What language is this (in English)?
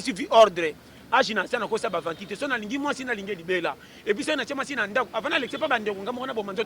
Lingala